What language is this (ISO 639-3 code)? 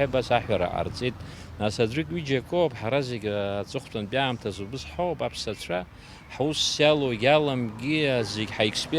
abk